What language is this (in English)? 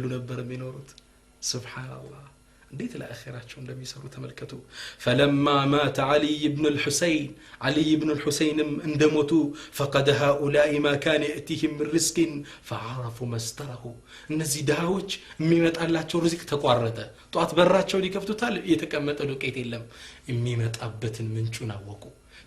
Amharic